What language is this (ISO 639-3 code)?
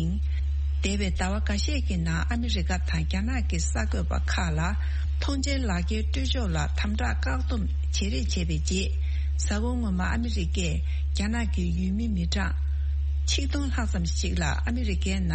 bod